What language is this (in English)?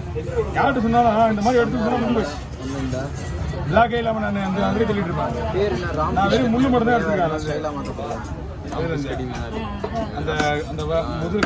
Tamil